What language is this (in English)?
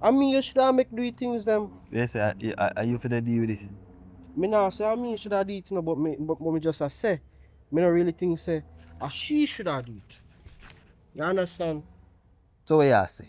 Jamaican Creole English